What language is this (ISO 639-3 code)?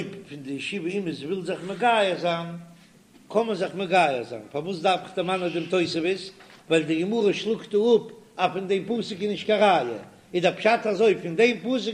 yid